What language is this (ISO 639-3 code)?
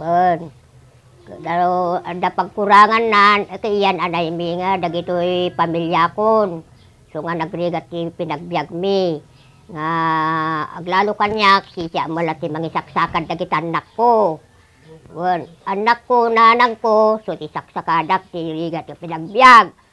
ilo